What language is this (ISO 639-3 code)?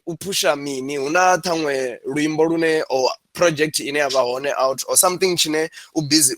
ven